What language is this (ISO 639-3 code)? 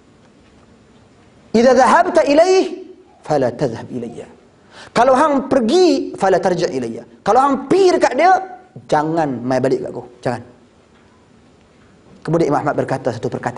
msa